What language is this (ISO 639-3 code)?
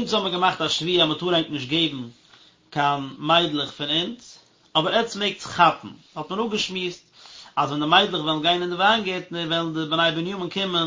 yid